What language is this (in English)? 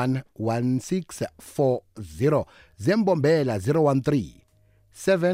South Ndebele